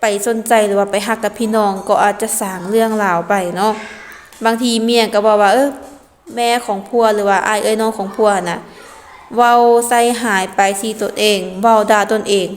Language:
Lao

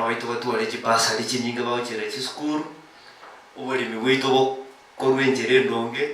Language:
Gusii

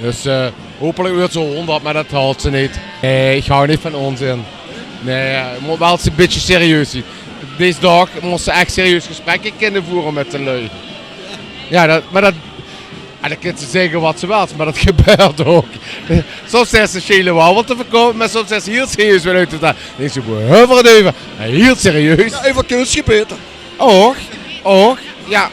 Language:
Limburgish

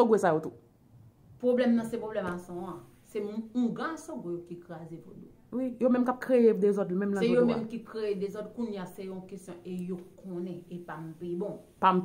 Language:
Haitian Creole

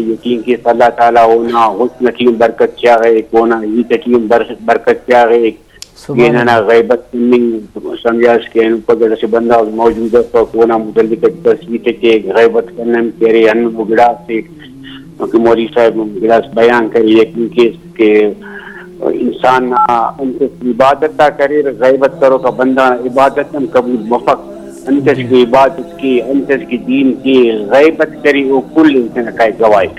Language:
Brahui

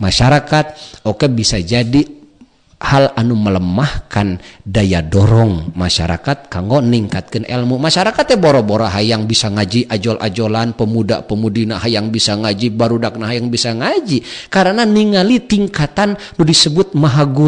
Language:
Sundanese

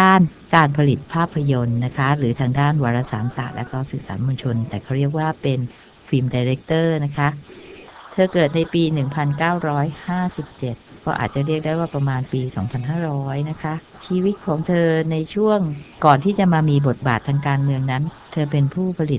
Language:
Thai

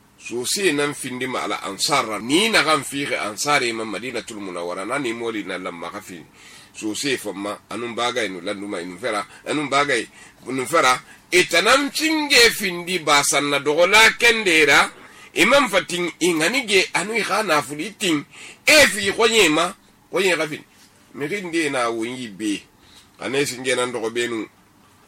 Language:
Susu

